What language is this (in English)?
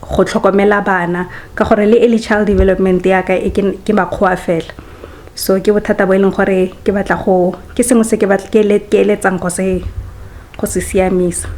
Tswana